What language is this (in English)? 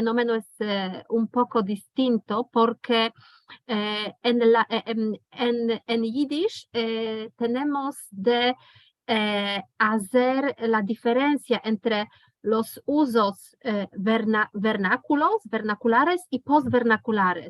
Ladino